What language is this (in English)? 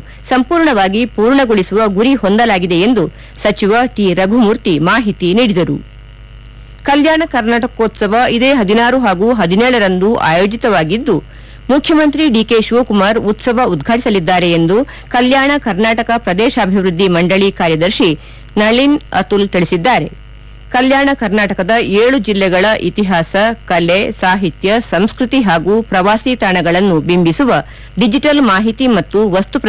Kannada